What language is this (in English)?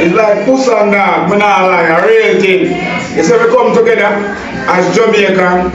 Jamaican Creole English